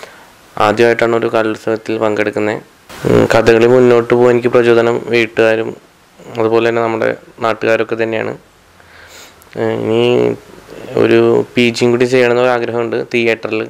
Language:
Malayalam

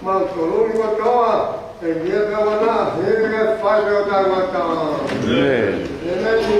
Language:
Tongan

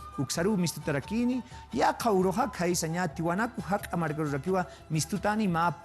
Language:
Aymara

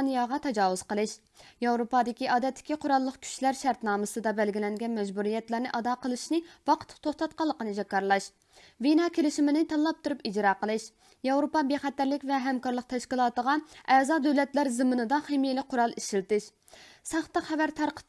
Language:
Uyghur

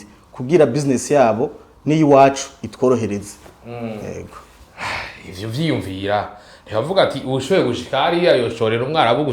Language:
Rundi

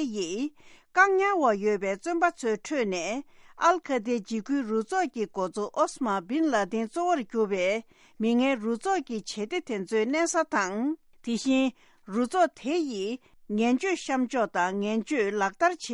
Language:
Tibetan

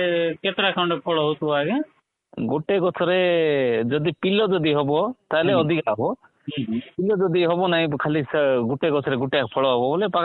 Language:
Odia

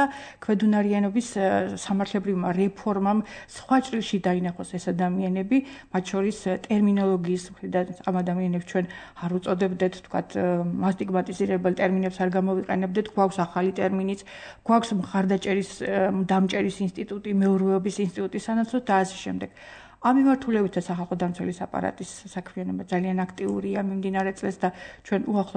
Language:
Georgian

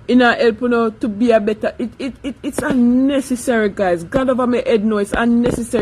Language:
Jamaican Creole English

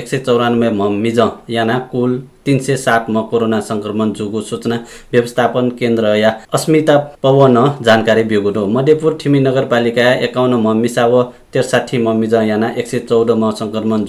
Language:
Newari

